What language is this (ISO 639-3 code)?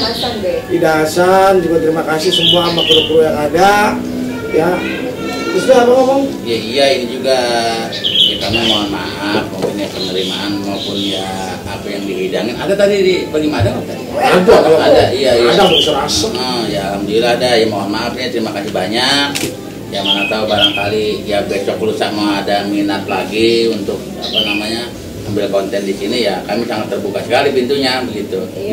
bew